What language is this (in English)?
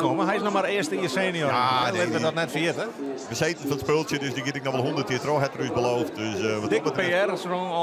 Western Frisian